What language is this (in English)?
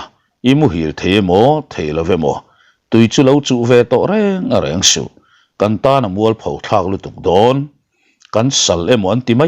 Mizo